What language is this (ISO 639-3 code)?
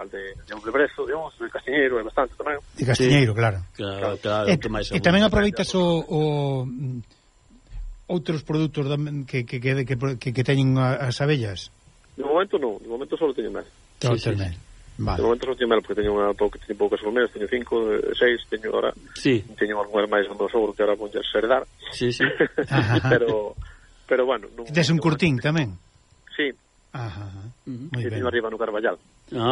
glg